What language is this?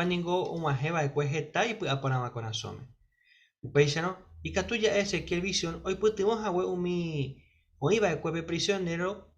Guarani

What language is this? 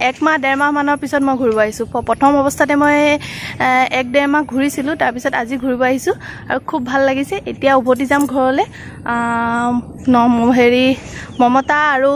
Assamese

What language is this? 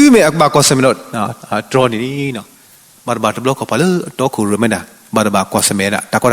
S'gaw Karen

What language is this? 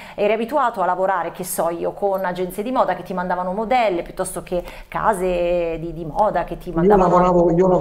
Italian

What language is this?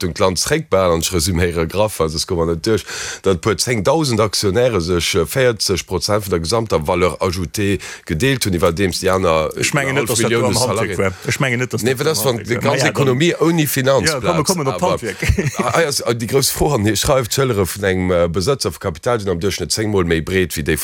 Luxembourgish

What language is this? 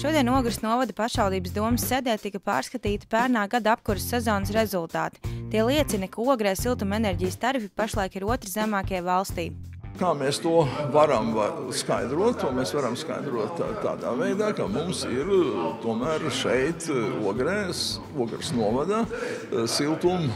Latvian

